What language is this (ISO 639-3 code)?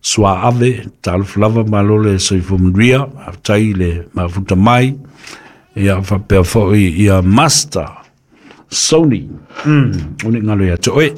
smo